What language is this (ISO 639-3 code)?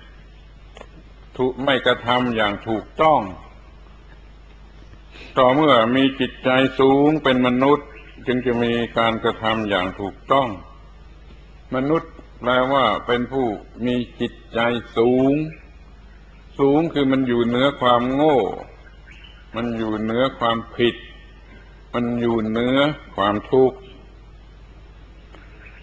tha